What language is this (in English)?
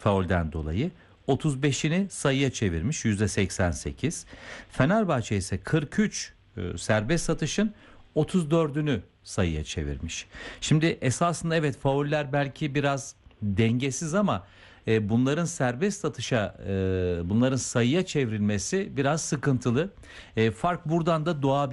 Turkish